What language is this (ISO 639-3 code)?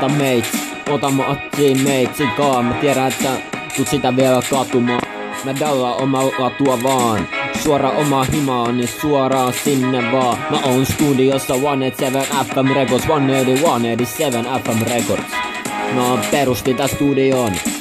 fin